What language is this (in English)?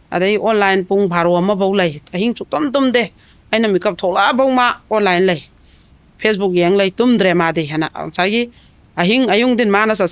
Manipuri